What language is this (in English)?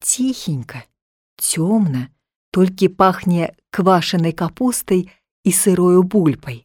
Belarusian